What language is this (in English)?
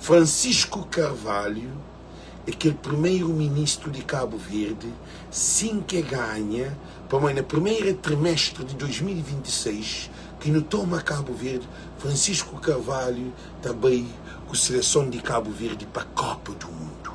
Kabuverdianu